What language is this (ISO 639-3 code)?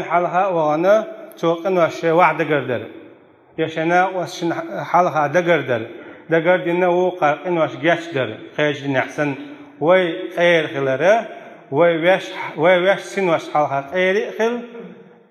che